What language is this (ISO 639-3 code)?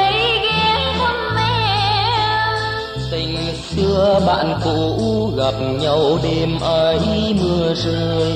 vie